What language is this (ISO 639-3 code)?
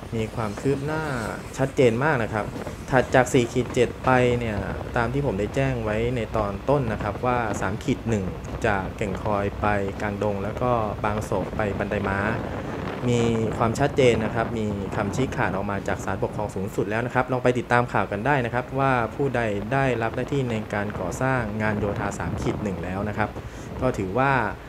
tha